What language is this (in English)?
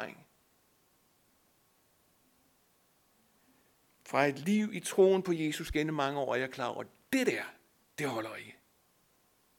Danish